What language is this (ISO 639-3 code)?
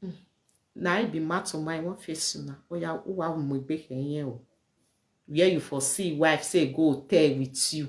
pcm